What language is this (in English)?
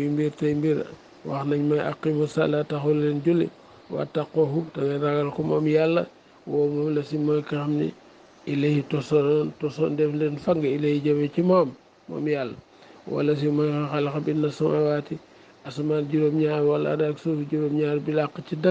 Wolof